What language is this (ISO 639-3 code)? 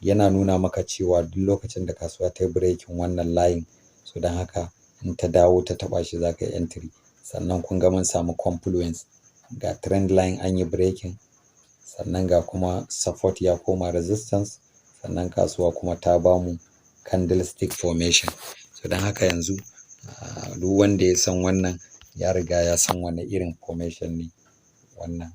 hau